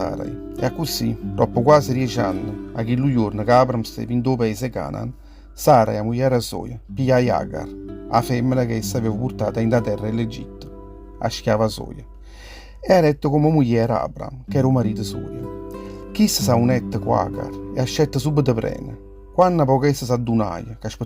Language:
Neapolitan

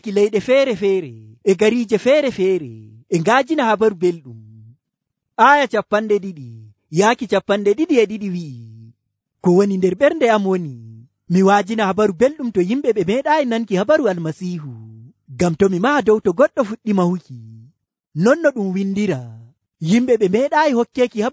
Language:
Nigerian Fulfulde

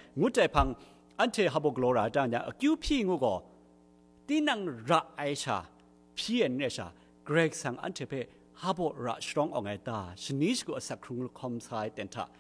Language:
Kachin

